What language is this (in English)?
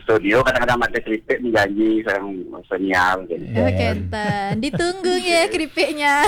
Balinese